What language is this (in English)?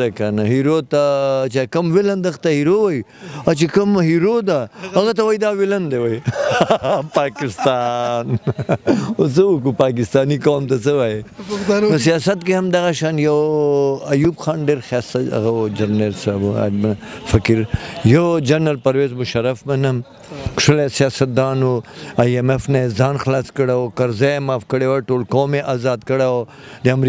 Pashto